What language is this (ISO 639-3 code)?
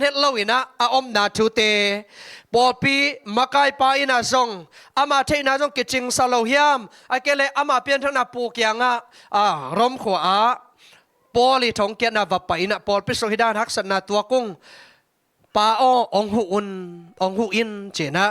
ctd